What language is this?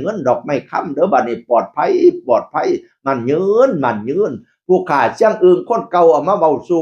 Northeastern Thai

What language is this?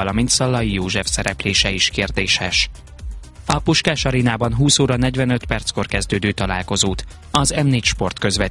Hungarian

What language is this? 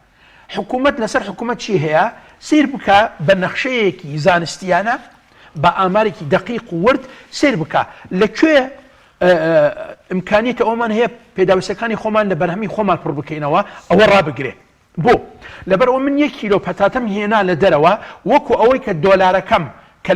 Central Kurdish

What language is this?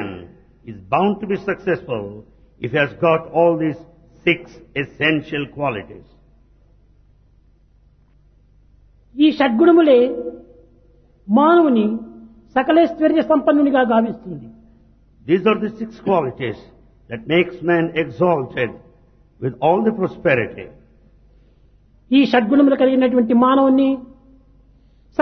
Telugu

